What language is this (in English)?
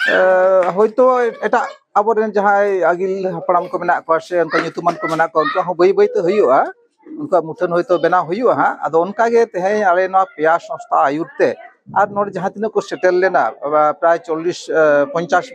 Santali